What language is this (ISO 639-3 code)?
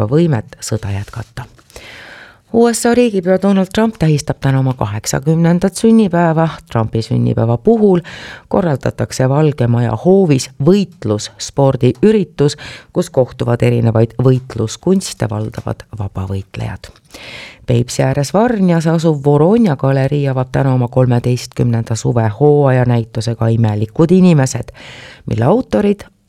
est